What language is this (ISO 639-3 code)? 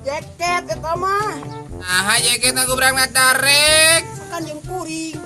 sun